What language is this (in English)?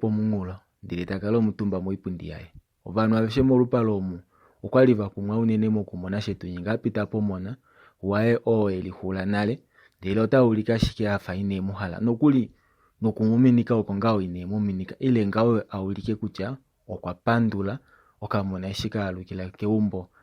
Kuanyama